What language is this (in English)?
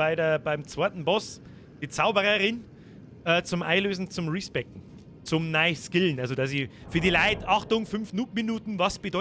Bavarian